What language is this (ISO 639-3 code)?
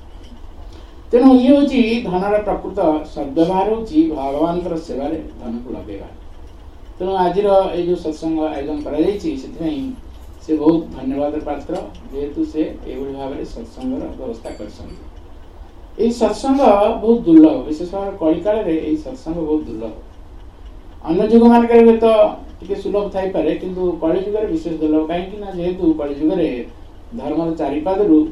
ori